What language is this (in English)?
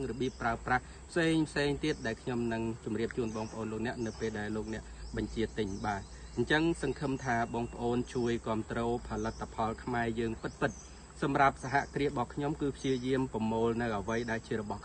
Khmer